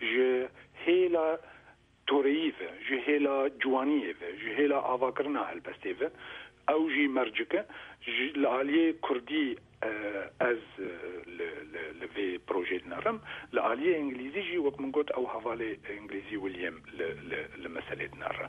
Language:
Kurdish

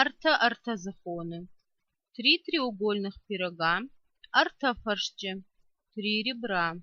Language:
Ossetic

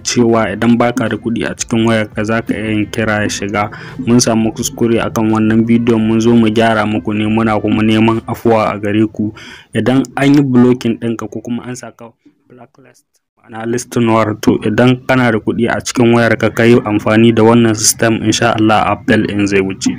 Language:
Hausa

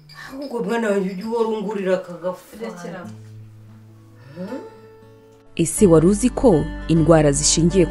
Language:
Kinyarwanda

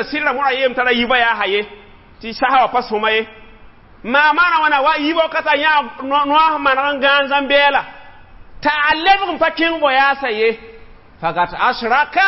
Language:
Mossi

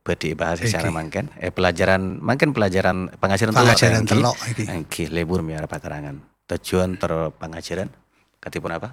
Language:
Madurese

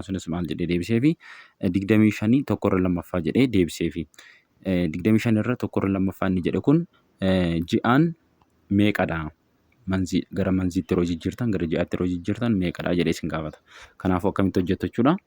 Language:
Oromo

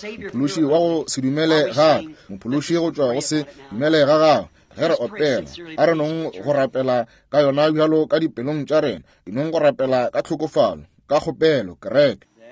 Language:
Northern Sotho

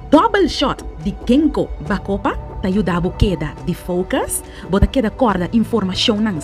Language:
Papiamento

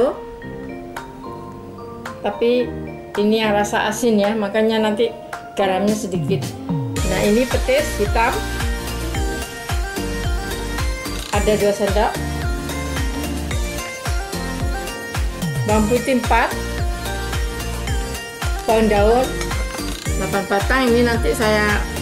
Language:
Indonesian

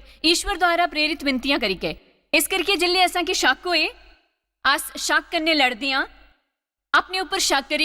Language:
Dogri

